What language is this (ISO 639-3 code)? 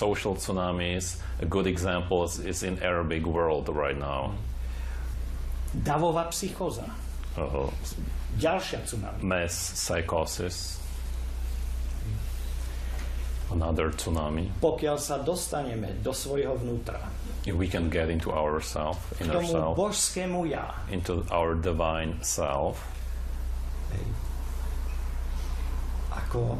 slk